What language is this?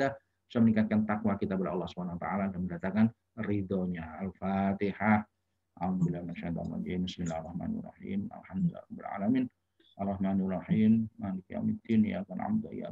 Indonesian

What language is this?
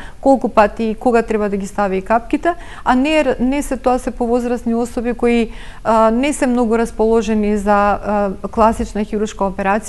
Macedonian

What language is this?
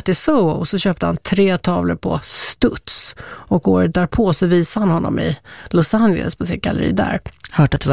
Swedish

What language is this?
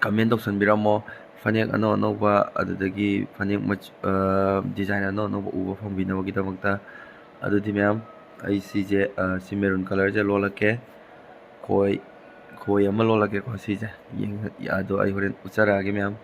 Manipuri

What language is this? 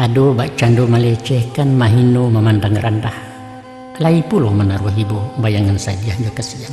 Minangkabau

